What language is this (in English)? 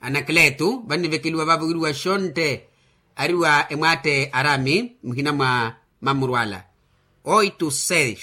Makhuwa